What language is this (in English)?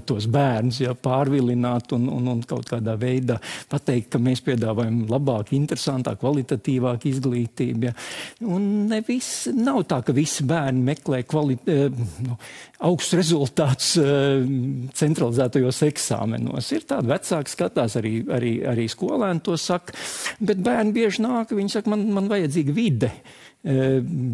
Latvian